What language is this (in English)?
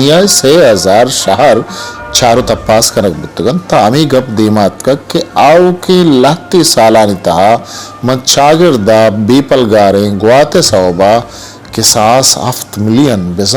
Eastern Balochi